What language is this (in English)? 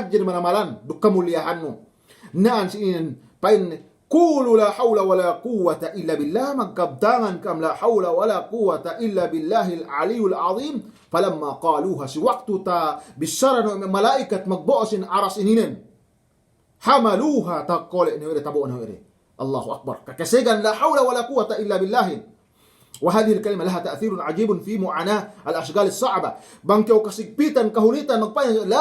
Yakan